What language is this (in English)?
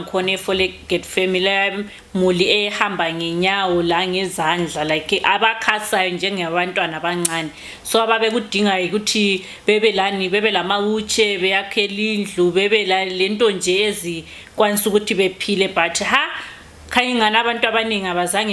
Shona